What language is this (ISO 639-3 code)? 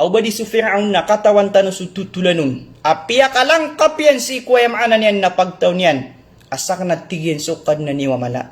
mrw